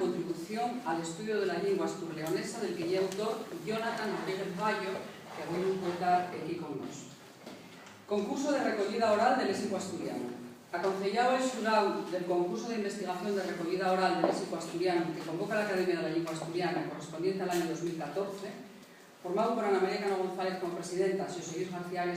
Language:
Asturian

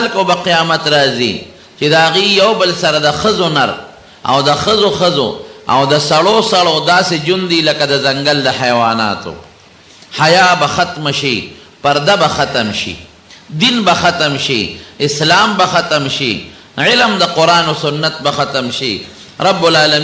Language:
Pashto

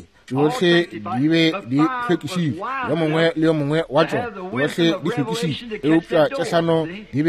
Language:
Northern Sotho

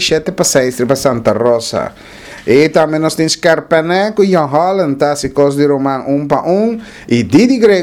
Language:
Papiamento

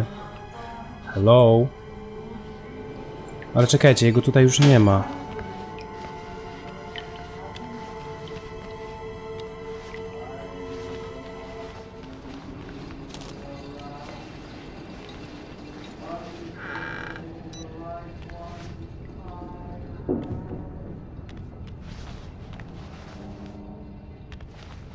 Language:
Polish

